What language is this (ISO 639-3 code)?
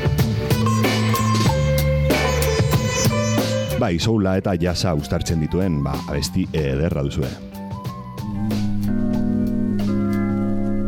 eus